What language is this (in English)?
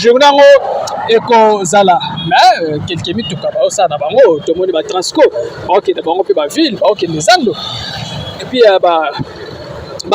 Lingala